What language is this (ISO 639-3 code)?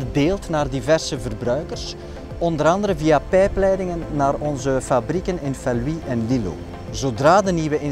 nld